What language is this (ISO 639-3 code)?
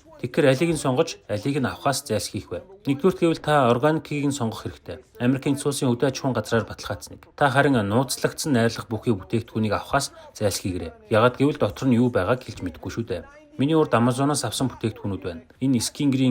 mon